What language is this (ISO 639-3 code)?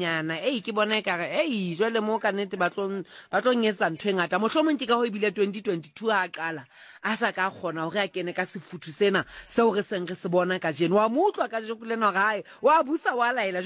sot